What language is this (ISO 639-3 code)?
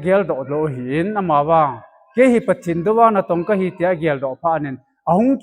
tcz